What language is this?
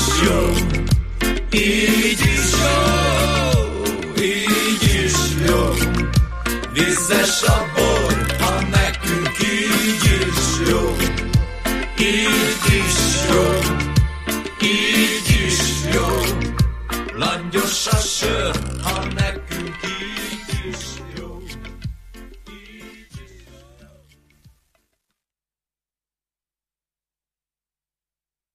Hungarian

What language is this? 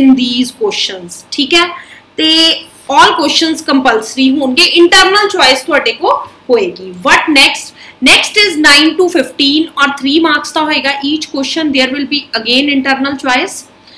Punjabi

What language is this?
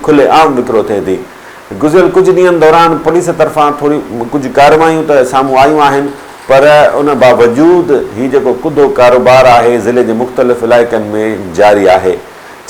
Sindhi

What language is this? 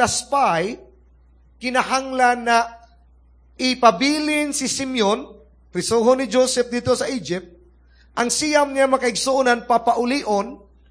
Cebuano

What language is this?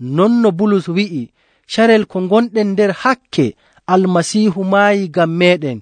Nigerian Fulfulde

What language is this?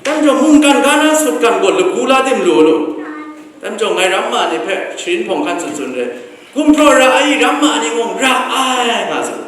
Kachin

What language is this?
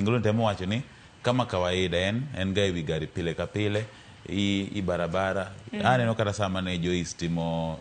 Luo (Kenya and Tanzania)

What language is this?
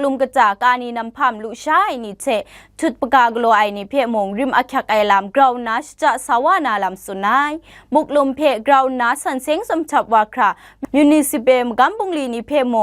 Kachin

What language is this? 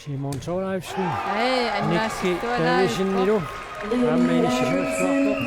Kalaallisut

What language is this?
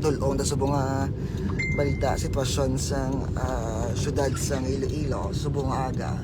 Hiligaynon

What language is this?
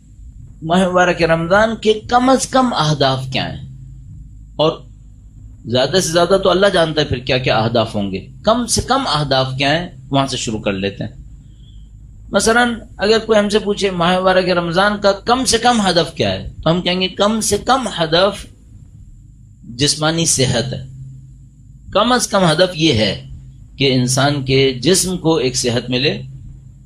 Urdu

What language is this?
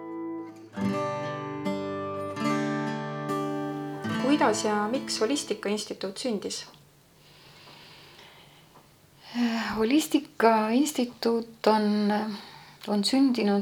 Estonian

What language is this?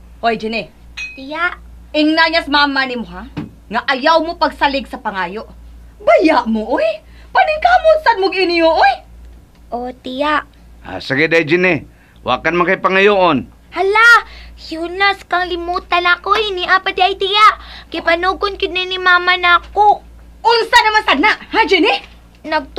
Cebuano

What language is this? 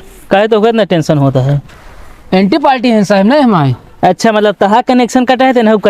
Awadhi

